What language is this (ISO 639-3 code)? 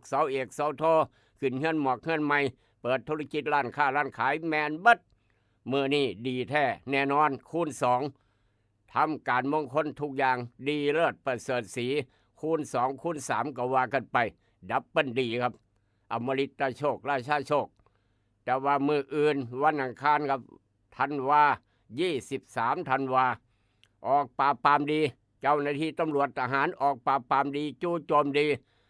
tts